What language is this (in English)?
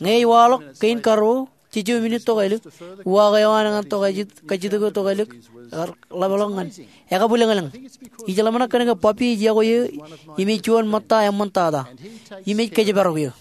Marshallese